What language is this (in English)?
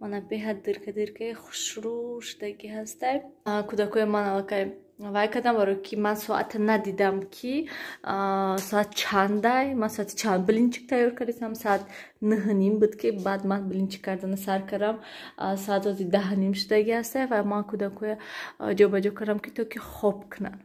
Tajik